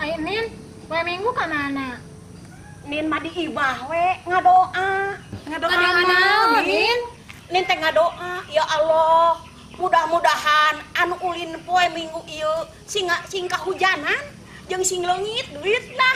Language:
Sundanese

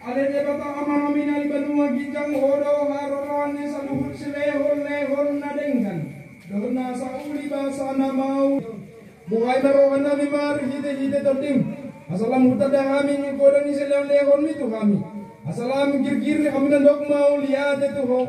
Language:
Batak Toba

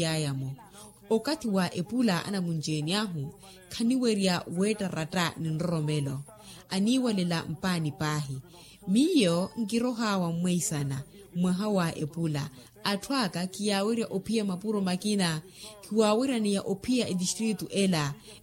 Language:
Makhuwa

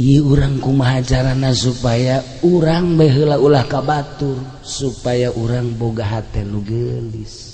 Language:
Sundanese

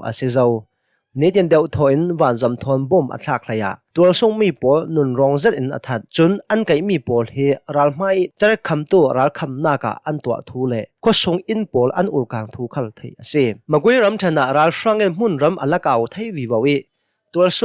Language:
Hakha Chin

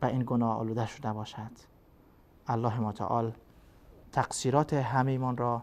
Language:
Persian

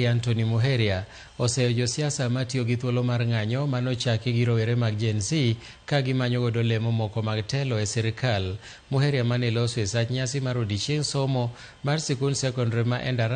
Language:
Luo (Kenya and Tanzania)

